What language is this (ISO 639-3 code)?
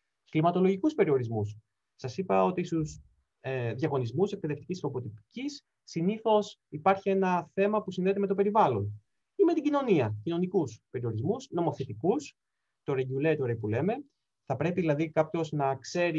ell